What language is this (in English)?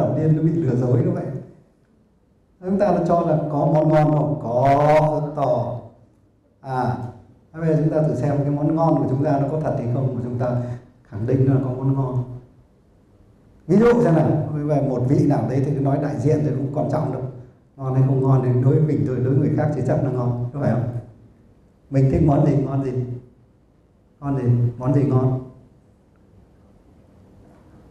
Vietnamese